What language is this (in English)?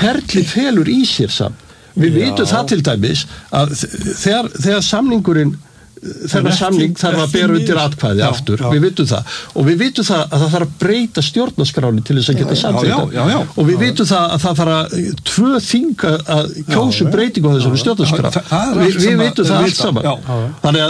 Icelandic